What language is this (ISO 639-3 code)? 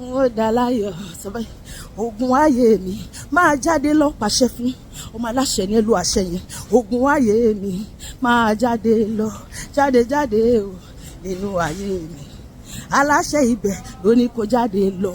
yor